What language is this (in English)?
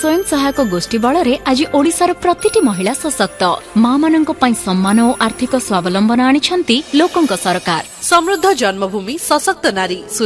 Odia